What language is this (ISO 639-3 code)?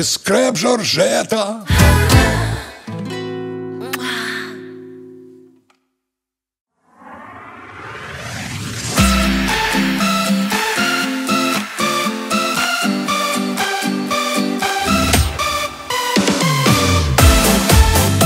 rus